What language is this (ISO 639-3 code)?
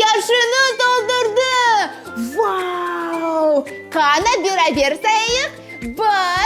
crh